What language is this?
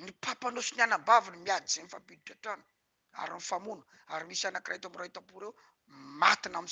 Malagasy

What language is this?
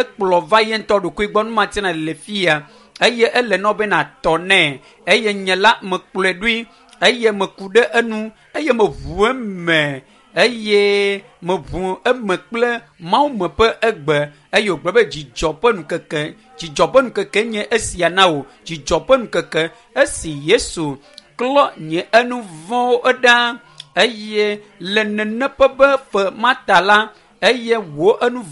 Ewe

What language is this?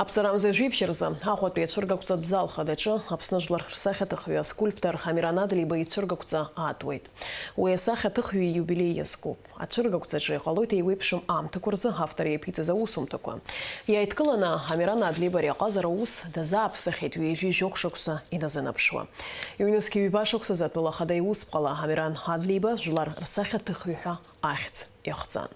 Abkhazian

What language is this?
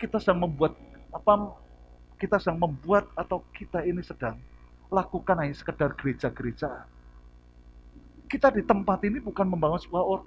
Indonesian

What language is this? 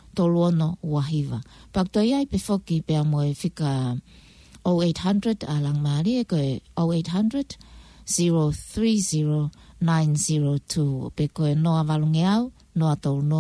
Tongan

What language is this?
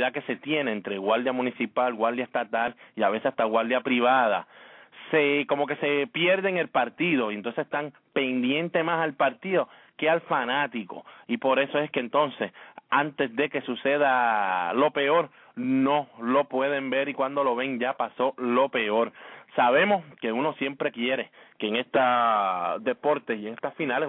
Spanish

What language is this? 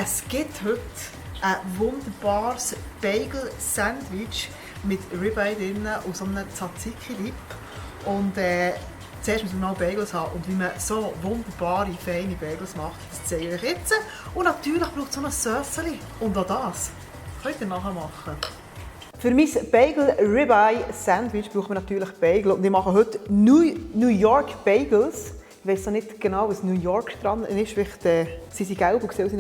Swiss German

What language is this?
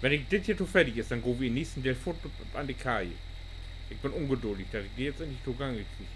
Low German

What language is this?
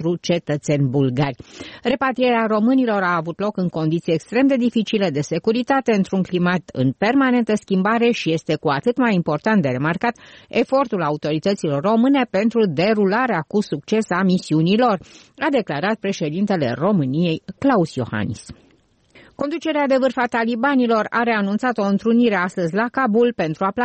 Romanian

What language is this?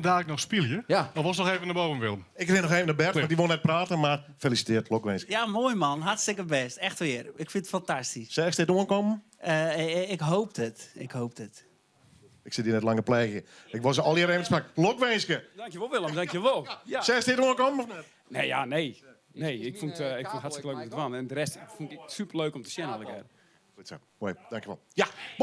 Western Frisian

